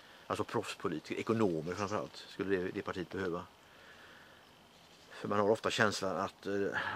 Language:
Swedish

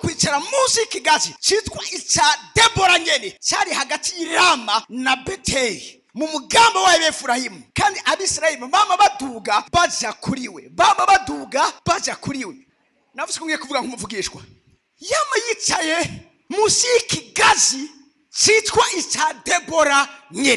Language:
Rundi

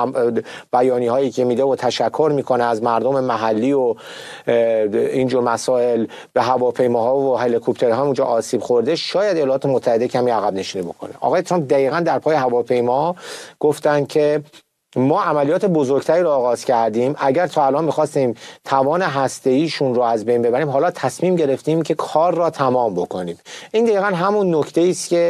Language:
Persian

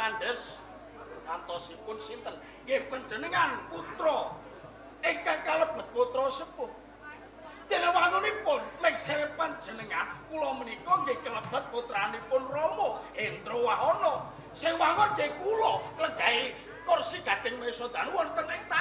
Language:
Javanese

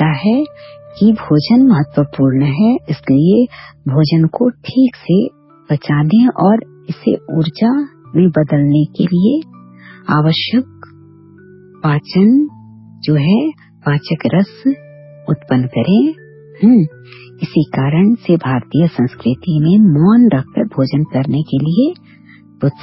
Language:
Hindi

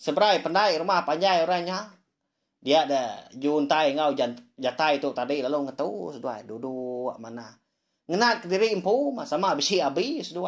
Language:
Iban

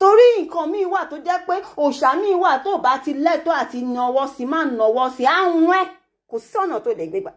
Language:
Yoruba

